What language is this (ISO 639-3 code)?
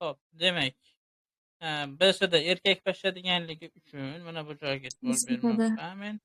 uzb